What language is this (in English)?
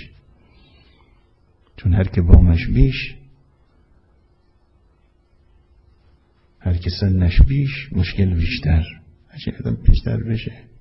Persian